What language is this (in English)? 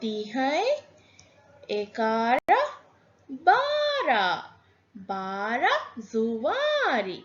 Divehi